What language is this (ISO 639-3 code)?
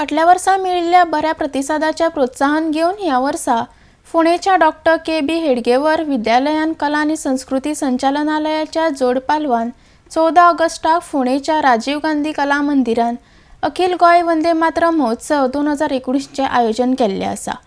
kok